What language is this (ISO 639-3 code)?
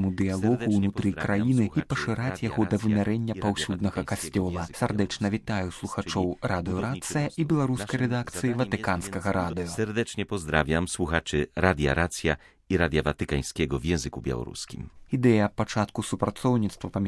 bel